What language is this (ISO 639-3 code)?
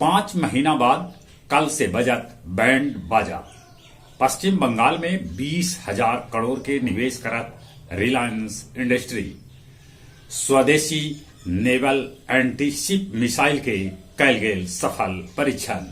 mag